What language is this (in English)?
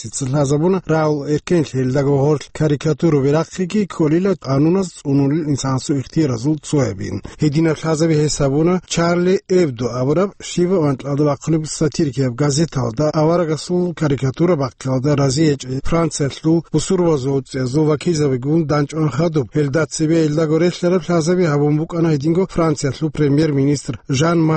Avaric